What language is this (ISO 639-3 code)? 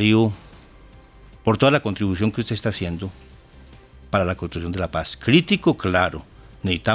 spa